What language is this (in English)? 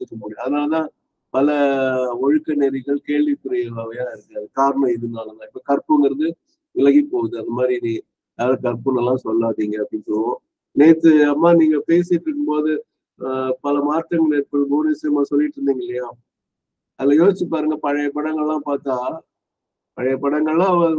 Tamil